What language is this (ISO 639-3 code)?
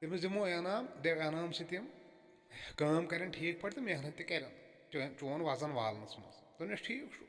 kas